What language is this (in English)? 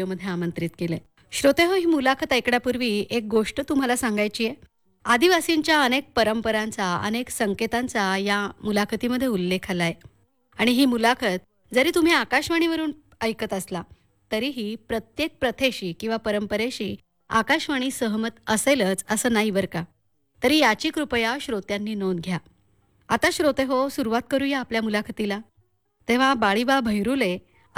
Marathi